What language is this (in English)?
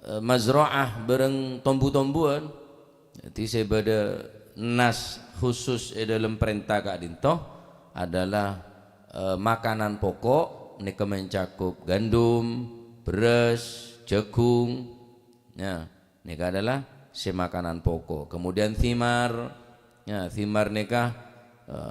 Madurese